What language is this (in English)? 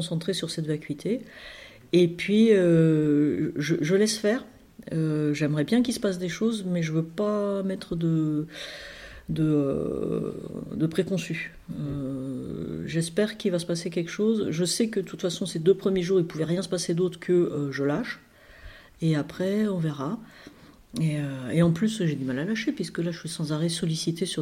French